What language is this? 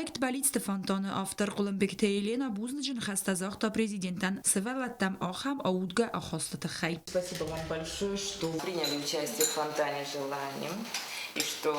Ossetic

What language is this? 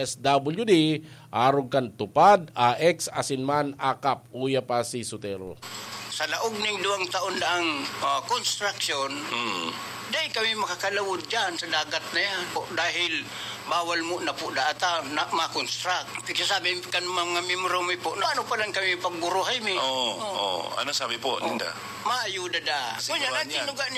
Bikol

